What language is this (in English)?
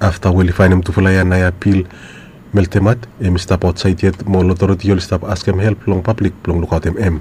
Bislama